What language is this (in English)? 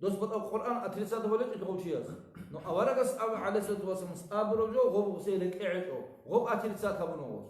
Avaric